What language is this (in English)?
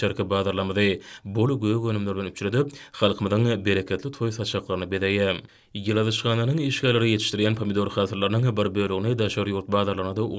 Turkmen